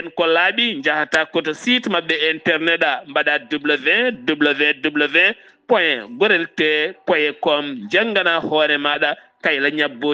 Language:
Fula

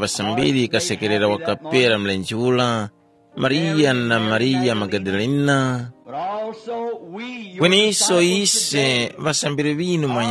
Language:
Tumbuka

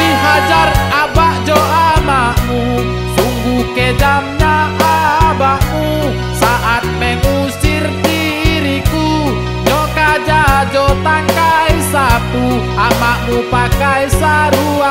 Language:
Minangkabau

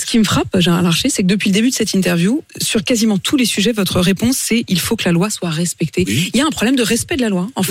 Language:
French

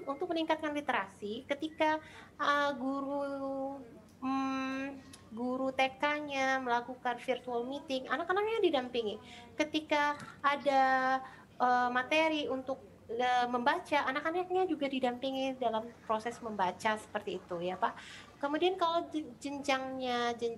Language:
Indonesian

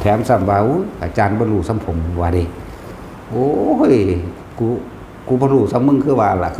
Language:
Northeastern Thai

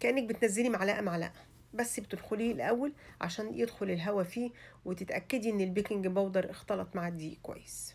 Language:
Egyptian Arabic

